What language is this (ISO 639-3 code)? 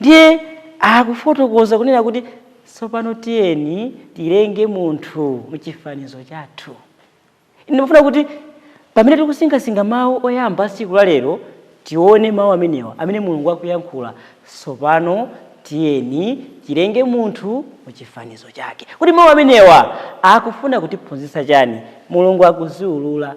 nya